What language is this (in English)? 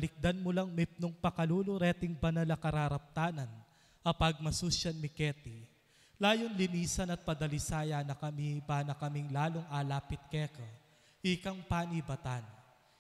Pampanga